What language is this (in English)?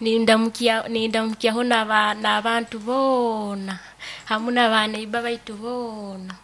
Nyoro